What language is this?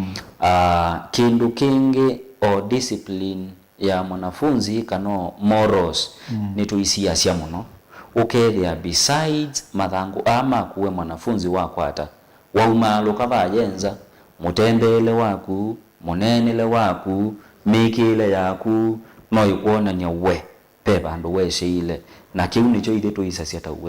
Kamba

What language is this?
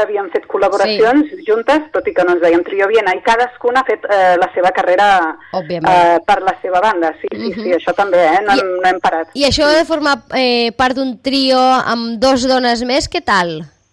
Catalan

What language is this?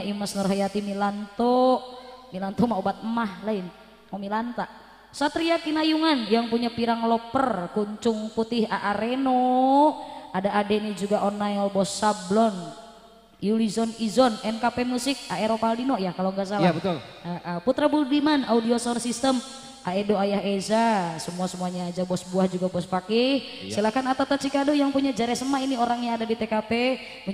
Indonesian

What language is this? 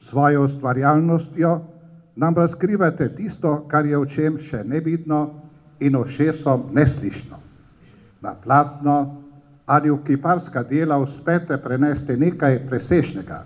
Slovenian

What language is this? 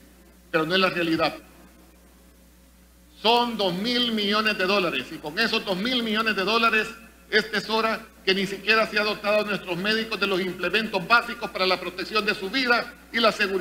Spanish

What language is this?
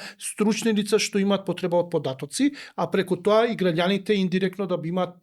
Macedonian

